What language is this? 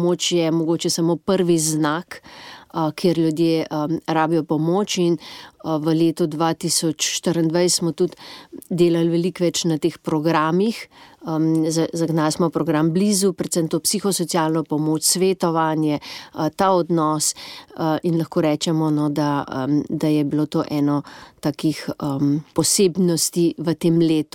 Slovenian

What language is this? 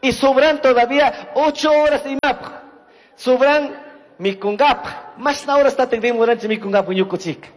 Chimborazo Highland Quichua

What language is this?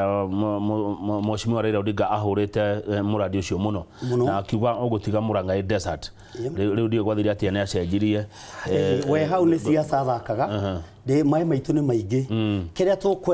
Kikuyu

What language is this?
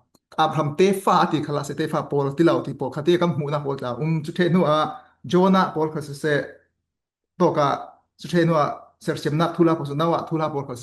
Falam Chin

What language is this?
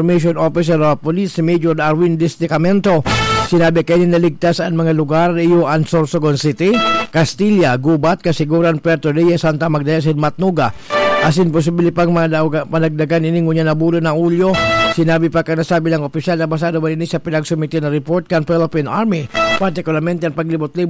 Bikol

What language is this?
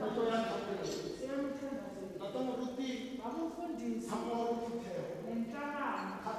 Tswana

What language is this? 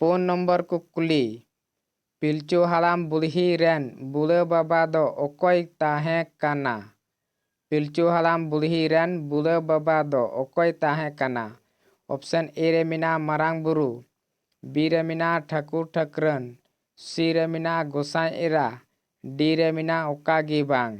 Santali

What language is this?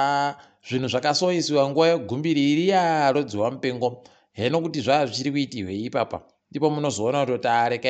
Ndau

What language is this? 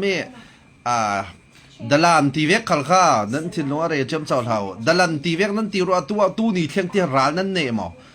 Falam Chin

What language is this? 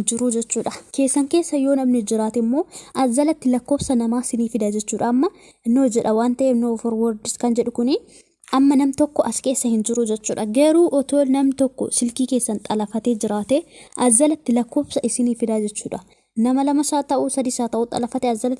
Oromo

